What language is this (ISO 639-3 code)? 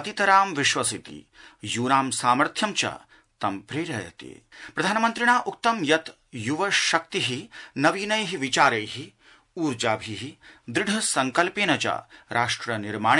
san